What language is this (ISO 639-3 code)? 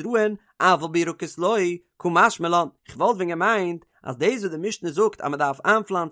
yid